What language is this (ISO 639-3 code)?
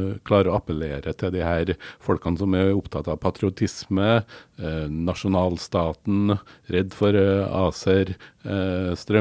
nor